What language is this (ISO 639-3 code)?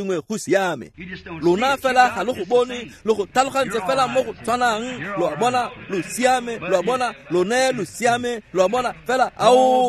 tsn